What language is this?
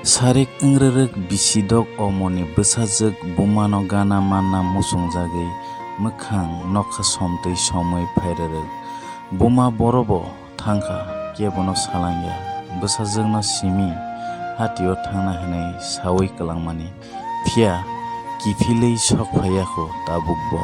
Kok Borok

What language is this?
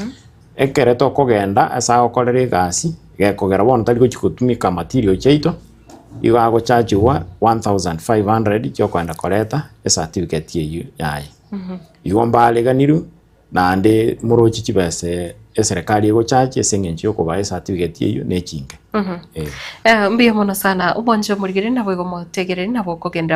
Gusii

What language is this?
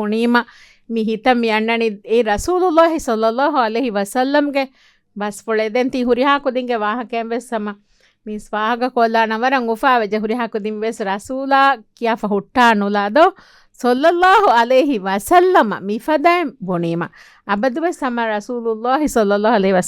Divehi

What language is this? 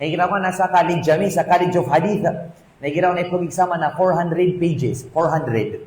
Maranao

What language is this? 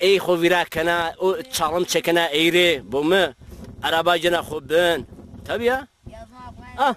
Zaza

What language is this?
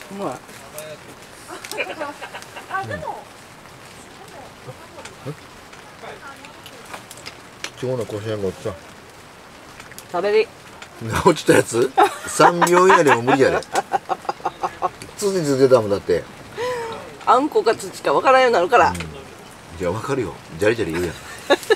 Japanese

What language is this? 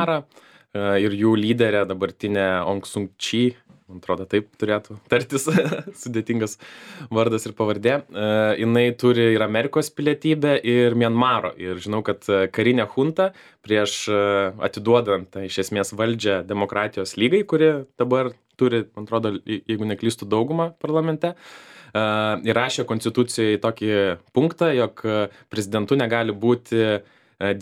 Lithuanian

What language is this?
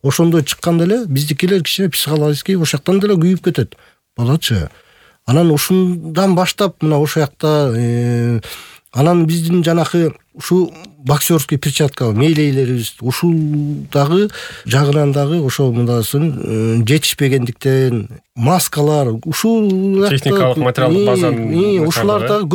Kyrgyz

